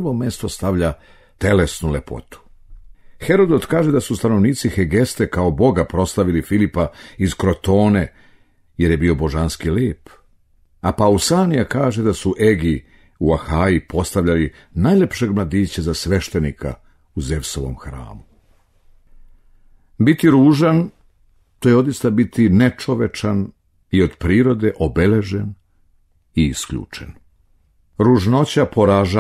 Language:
Serbian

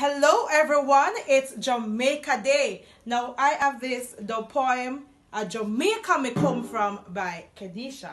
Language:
Jamaican Creole English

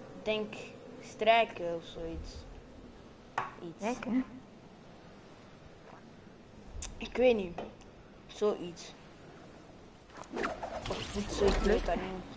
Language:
Dutch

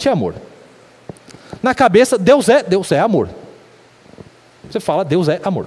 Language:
Portuguese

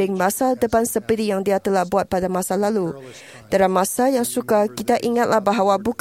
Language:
Malay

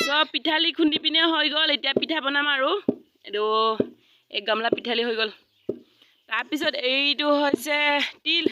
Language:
Assamese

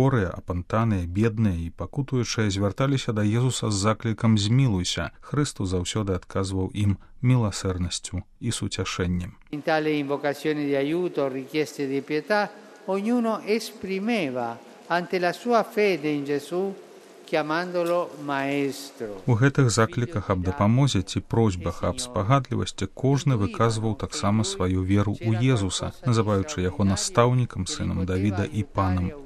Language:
Belarusian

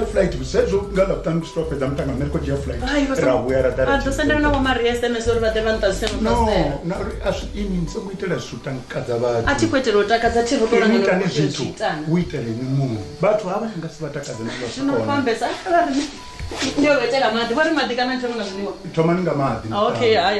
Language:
Venda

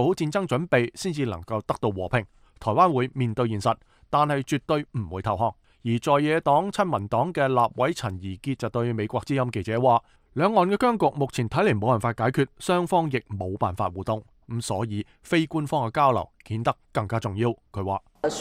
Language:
Cantonese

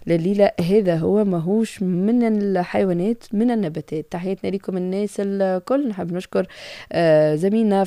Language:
Tunisian Arabic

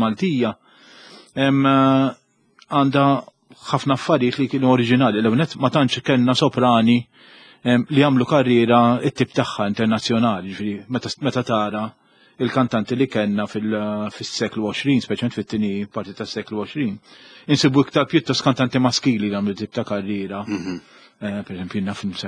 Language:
Maltese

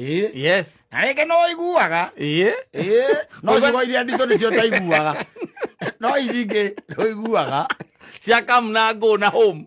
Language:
Kikuyu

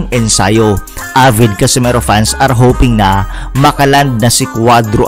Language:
Filipino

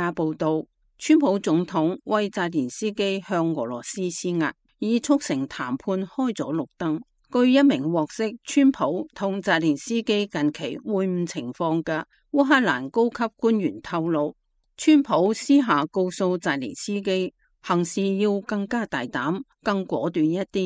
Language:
Cantonese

